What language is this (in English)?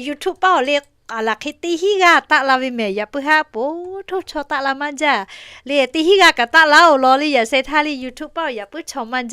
Lahu